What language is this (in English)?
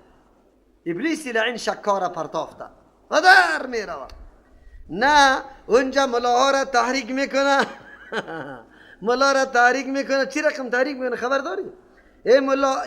Persian